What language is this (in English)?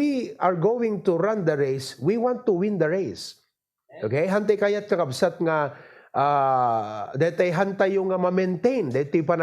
Iloko